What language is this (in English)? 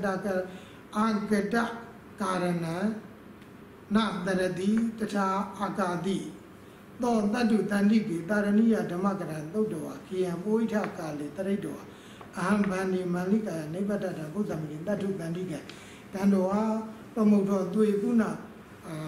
Burmese